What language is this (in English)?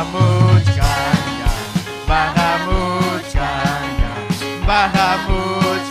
Ayacucho Quechua